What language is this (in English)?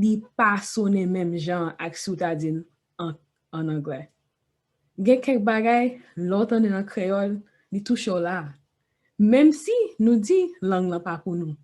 Haitian Creole